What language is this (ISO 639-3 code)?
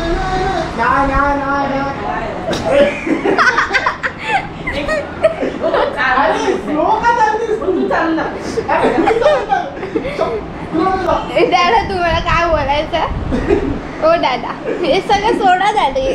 mar